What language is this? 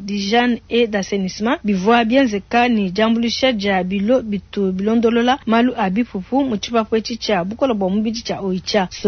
Luba-Lulua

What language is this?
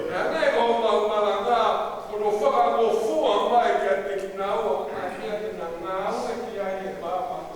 Tongan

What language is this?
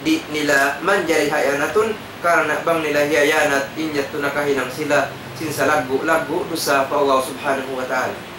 Tausug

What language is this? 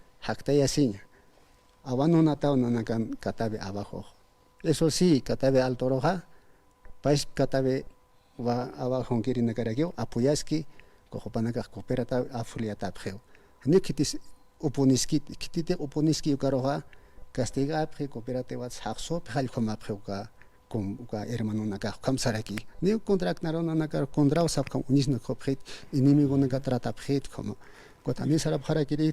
Aymara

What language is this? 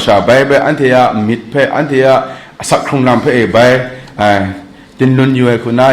Kachin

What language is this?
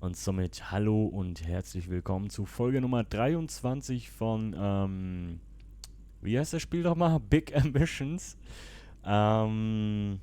Swiss German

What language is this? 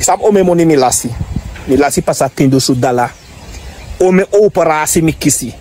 Sranan Tongo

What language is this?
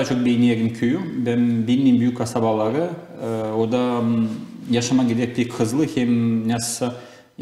Gagauz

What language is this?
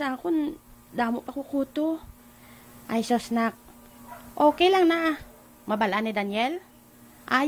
Hiligaynon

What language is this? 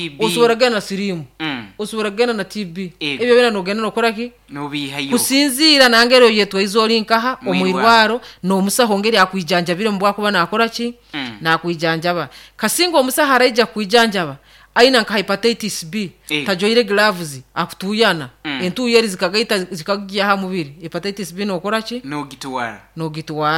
Nyoro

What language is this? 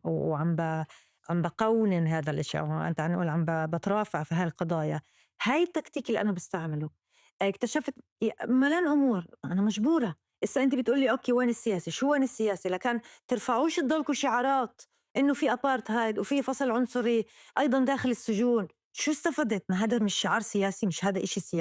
North Levantine Arabic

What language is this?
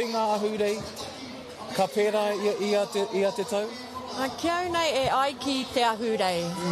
Māori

